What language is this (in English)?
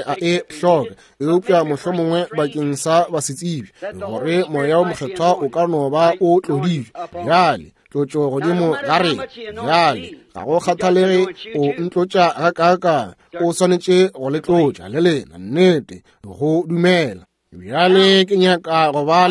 Northern Sotho